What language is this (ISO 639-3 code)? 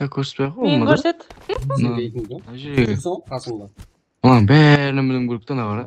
kaa